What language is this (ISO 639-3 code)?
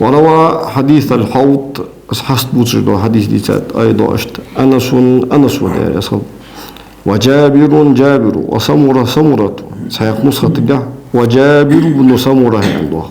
inh